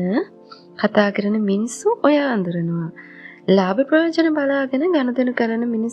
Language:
Sinhala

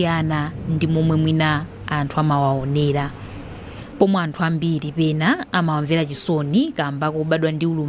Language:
Nyanja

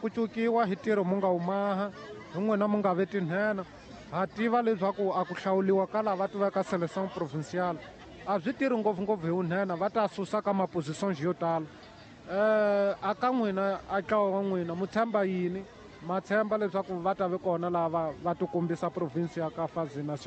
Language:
Tsonga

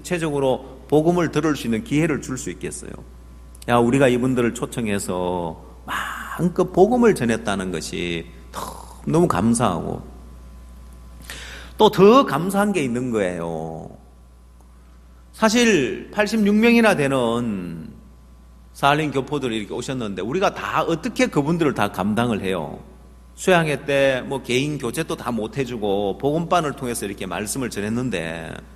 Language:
Korean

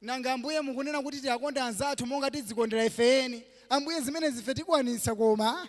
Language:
Nyanja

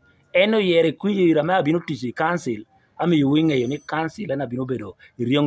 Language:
Lango (Uganda)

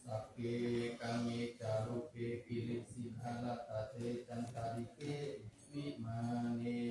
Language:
Pali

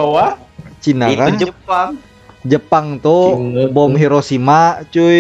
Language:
Banjar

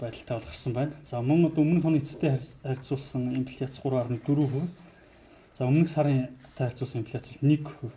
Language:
Mongolian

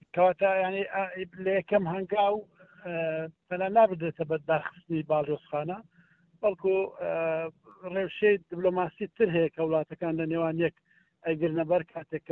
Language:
Central Kurdish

